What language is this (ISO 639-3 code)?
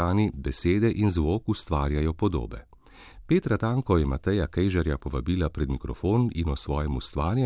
slv